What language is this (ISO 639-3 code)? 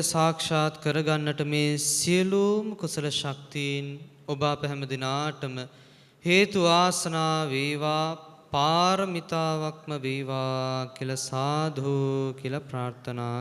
sin